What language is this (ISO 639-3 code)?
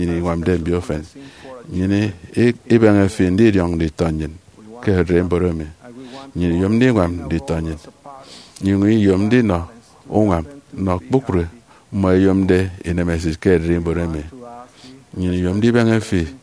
efi